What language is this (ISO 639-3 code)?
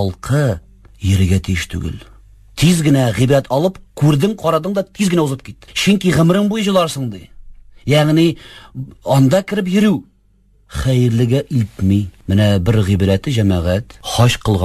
tat